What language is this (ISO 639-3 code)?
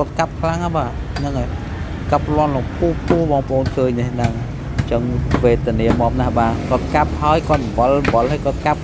khm